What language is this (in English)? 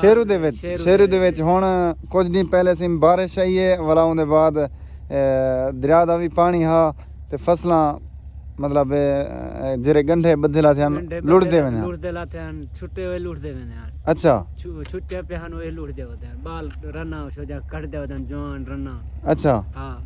Saraiki